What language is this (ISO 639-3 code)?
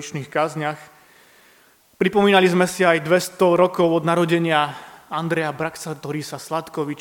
slk